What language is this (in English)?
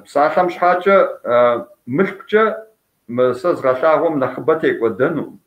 Kabardian